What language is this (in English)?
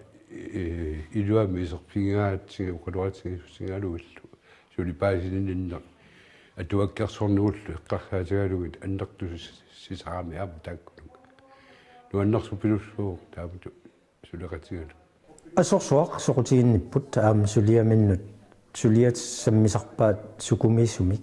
Kalaallisut